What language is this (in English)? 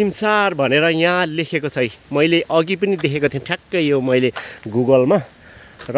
Nepali